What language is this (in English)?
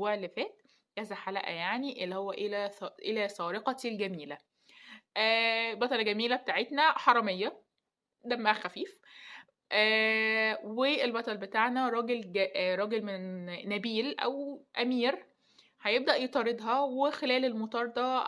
Egyptian Arabic